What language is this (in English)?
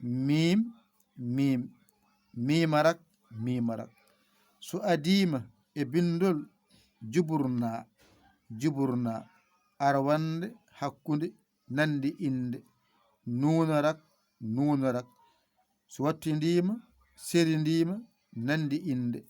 Fula